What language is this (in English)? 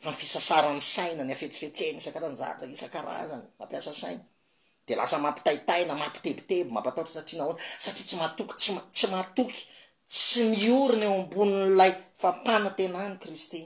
Malagasy